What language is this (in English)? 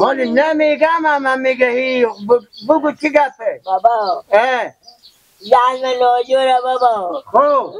Persian